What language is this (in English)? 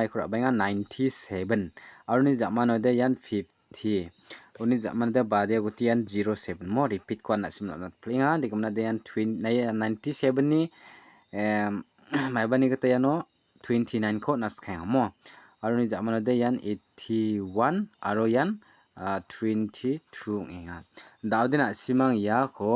Garo